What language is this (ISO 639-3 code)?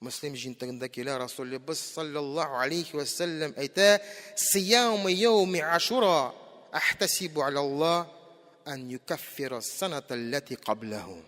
tat